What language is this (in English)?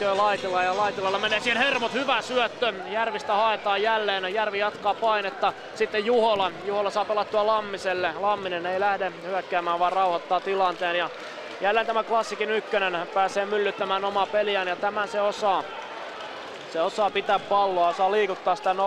Finnish